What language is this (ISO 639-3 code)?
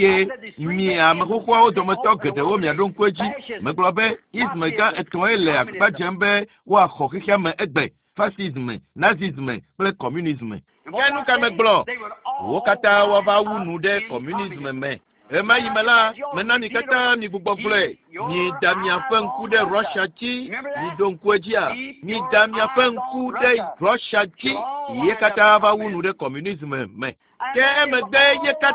ewe